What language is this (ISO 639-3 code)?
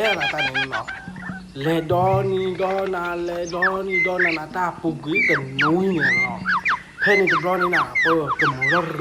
ksw